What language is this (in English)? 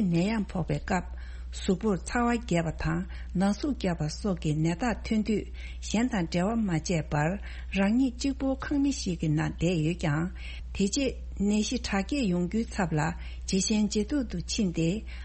Tibetan